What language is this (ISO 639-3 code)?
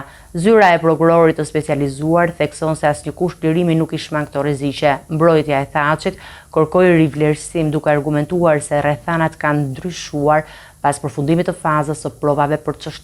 sqi